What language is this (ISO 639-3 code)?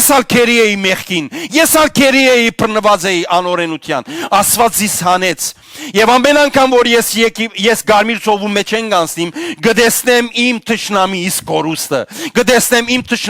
hyw